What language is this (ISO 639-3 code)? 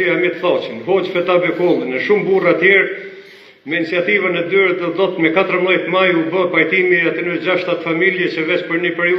sqi